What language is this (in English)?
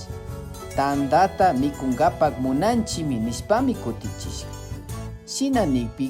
Imbabura Highland Quichua